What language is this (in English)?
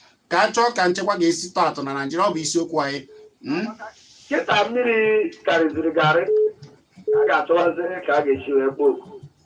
Igbo